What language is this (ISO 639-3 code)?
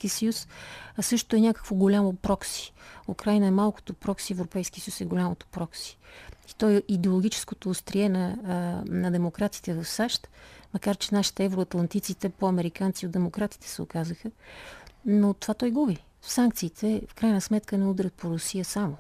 bul